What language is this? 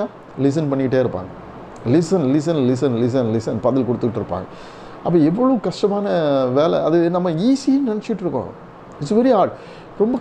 Tamil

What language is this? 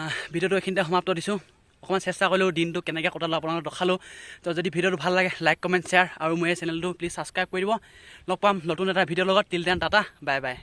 Assamese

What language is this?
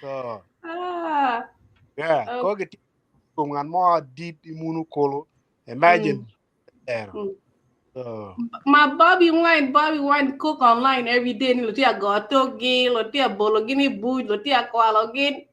Acoli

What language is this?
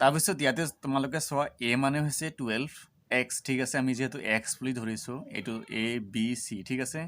Assamese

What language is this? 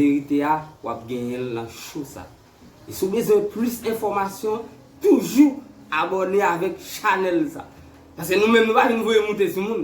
Haitian Creole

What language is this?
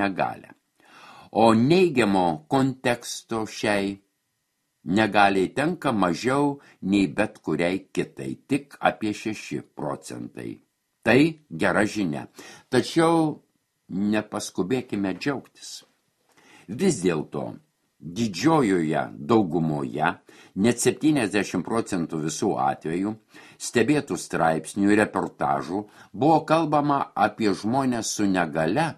Lithuanian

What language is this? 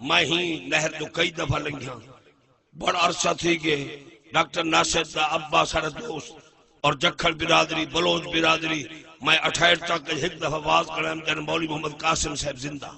Saraiki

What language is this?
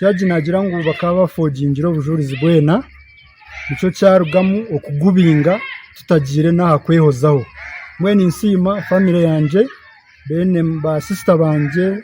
Nyankole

